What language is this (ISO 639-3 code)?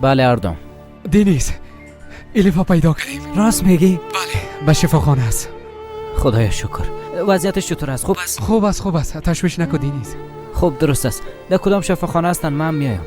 fas